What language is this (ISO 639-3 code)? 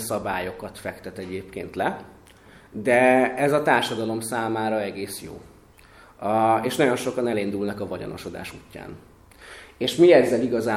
hun